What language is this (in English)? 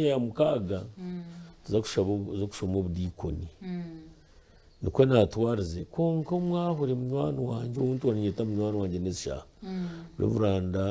Nyankole